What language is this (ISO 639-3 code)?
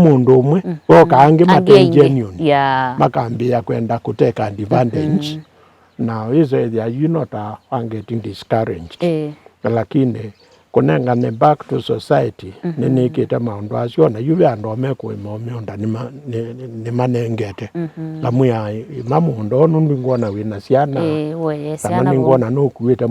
kam